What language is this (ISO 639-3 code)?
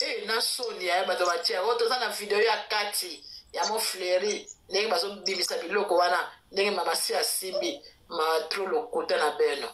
lin